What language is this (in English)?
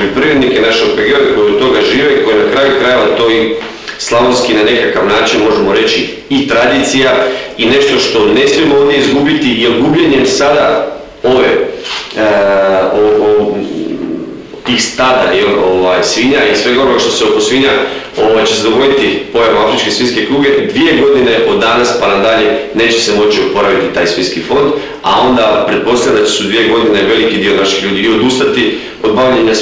Croatian